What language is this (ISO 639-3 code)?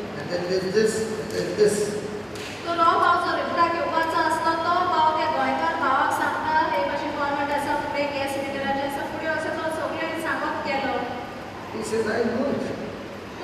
kok